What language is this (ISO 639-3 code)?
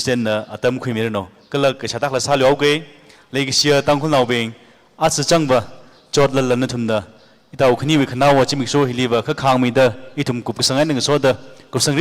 nmf